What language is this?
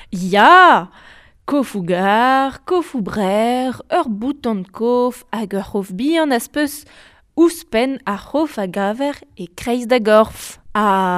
Breton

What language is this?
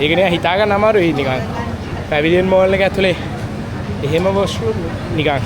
Sinhala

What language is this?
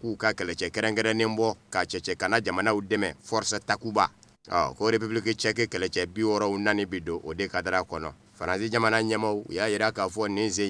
Bambara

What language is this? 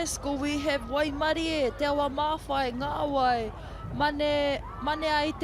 Māori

